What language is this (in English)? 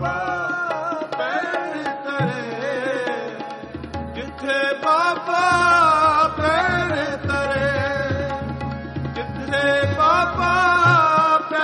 Punjabi